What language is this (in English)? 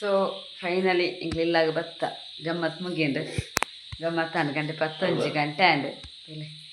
Tulu